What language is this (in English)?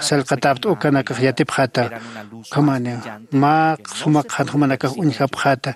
Aymara